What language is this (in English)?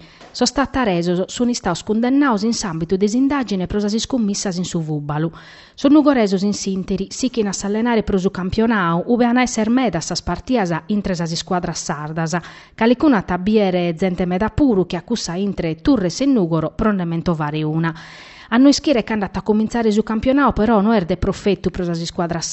Sardinian